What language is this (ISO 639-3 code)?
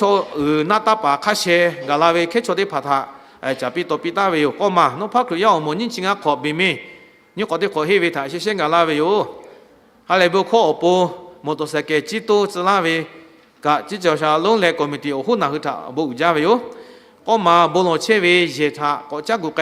lhu